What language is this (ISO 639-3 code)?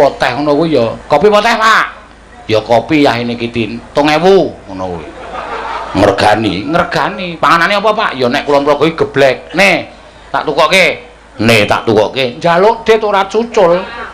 jav